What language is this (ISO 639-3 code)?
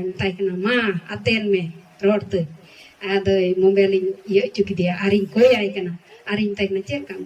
sat